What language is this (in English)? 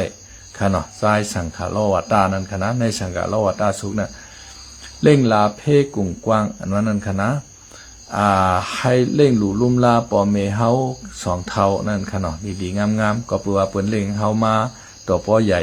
Lao